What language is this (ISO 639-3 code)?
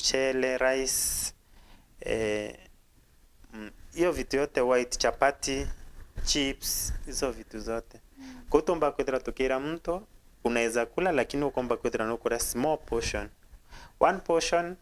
mer